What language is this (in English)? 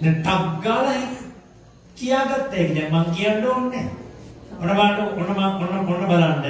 Sinhala